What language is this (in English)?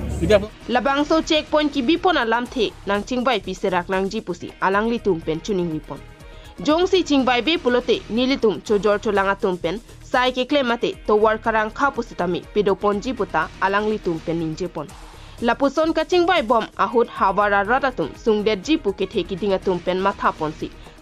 Karbi